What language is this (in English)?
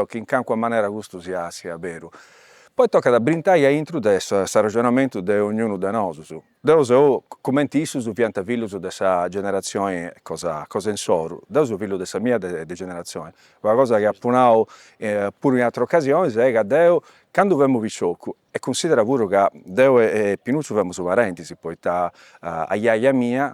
Sardinian